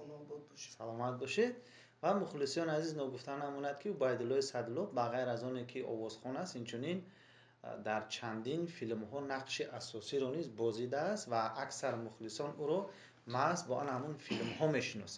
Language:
Tajik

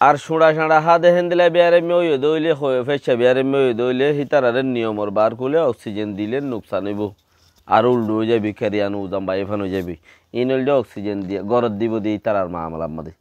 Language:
Rohingya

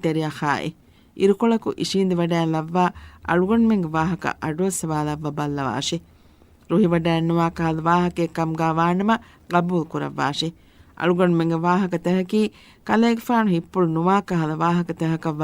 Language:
Divehi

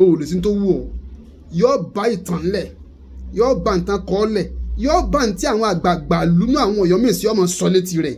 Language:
Yoruba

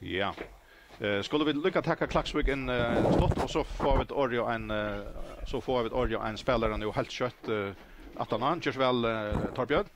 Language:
Faroese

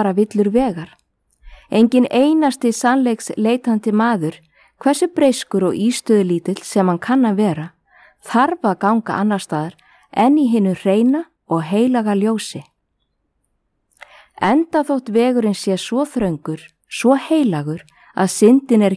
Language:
Icelandic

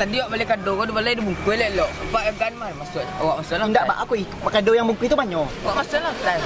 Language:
Minangkabau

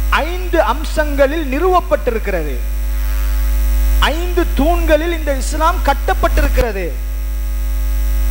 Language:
Tamil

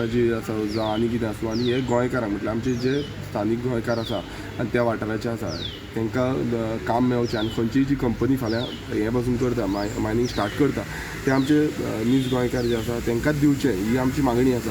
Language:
Konkani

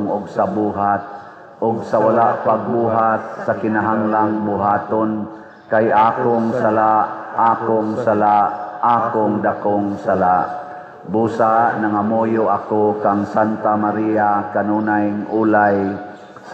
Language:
Cebuano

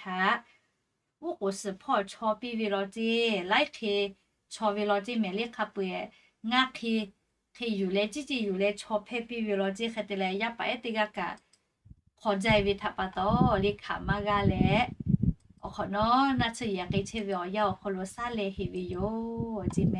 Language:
Lahu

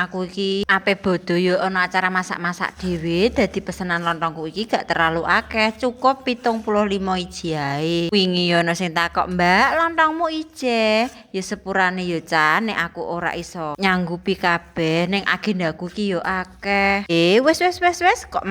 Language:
Javanese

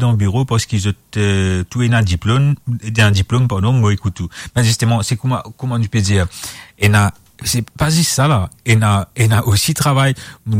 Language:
Morisyen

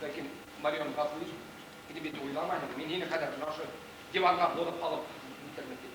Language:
Bashkir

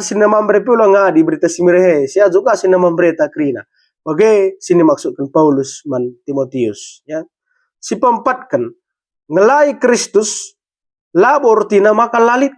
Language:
Batak Karo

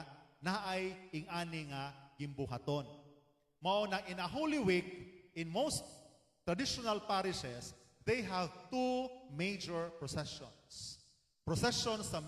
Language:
Cebuano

